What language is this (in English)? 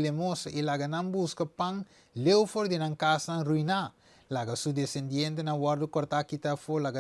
Papiamento